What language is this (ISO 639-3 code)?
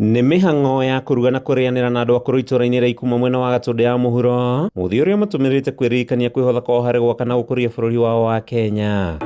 kik